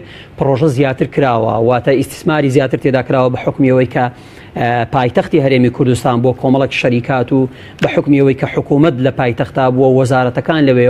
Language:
Central Kurdish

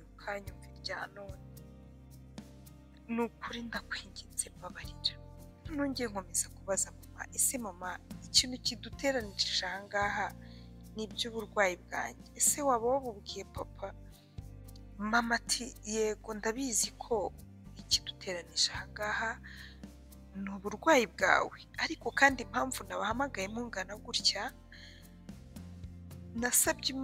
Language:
Kinyarwanda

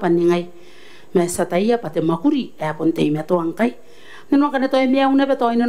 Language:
Gilbertese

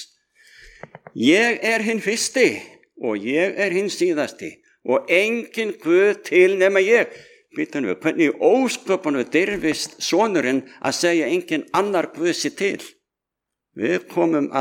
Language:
Icelandic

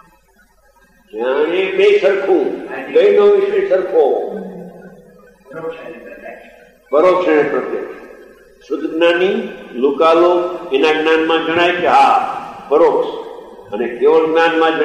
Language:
Gujarati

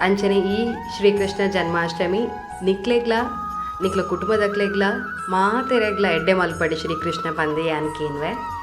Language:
Tulu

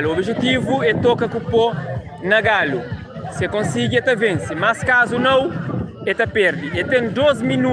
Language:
Kabuverdianu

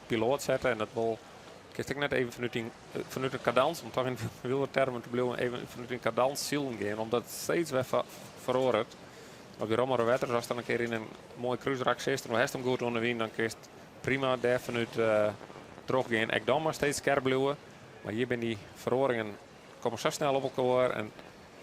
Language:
Western Frisian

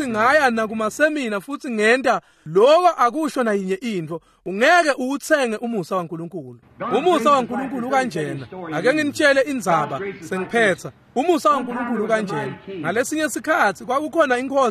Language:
Swati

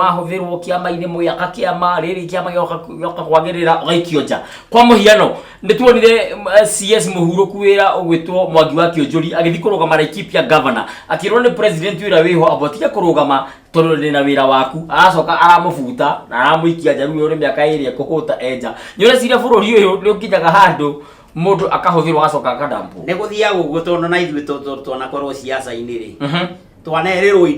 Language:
Kikuyu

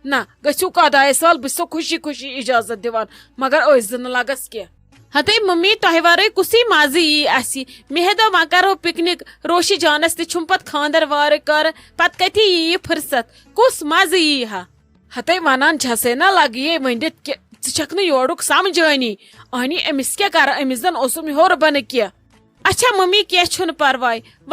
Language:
Kashmiri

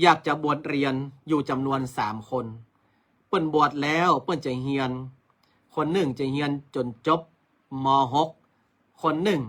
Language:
Northern Thai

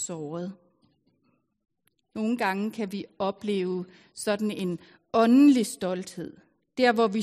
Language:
Danish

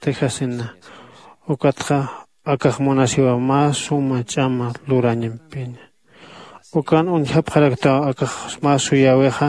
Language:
Aymara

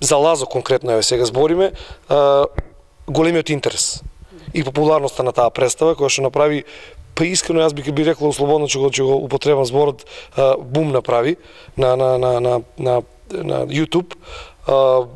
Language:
Macedonian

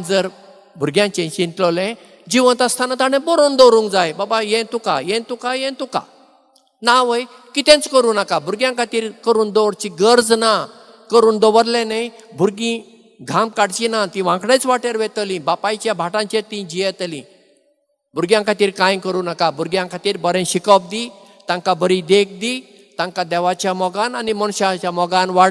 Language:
Konkani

